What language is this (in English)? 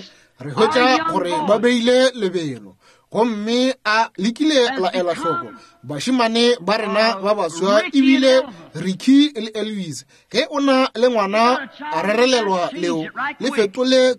Northern Sotho